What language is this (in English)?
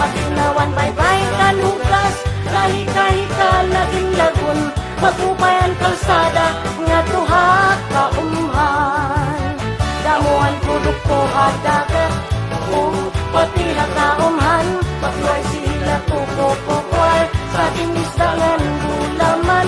Waray